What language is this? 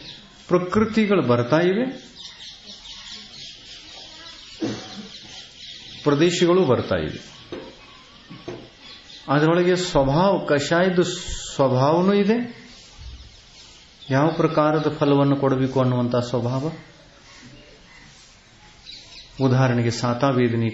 Kannada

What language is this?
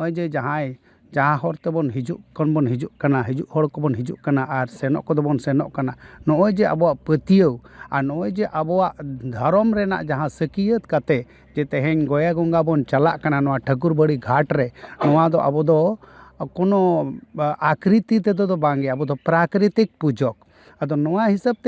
Santali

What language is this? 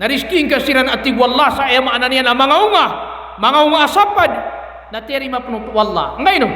Maranao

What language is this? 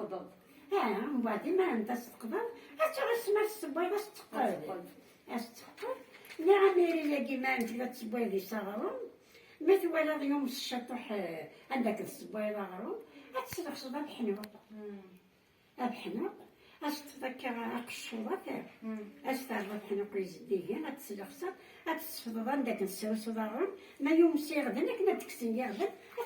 Kabyle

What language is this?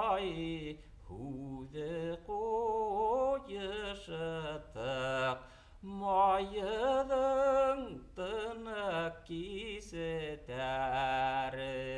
Bashkir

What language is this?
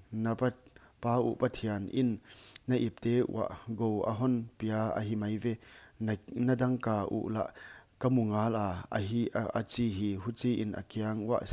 Paite Chin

